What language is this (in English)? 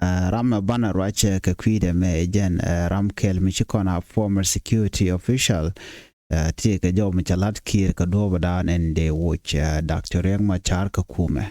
Nuer